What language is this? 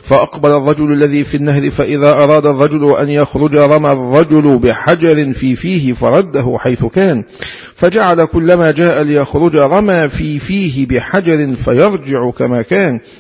Arabic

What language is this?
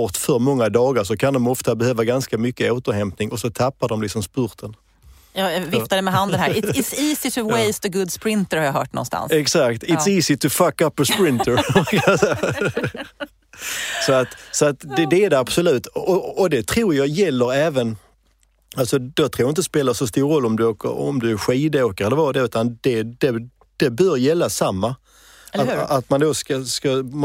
Swedish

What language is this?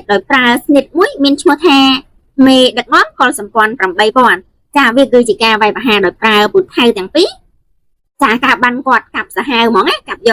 Khmer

